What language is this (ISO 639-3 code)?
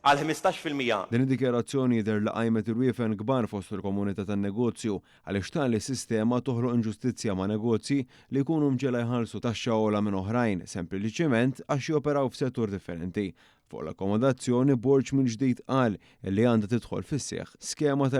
mlt